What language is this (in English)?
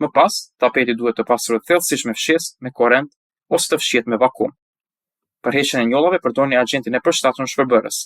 Albanian